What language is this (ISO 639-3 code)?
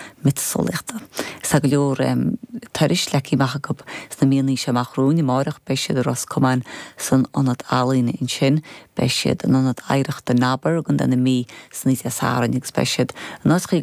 gle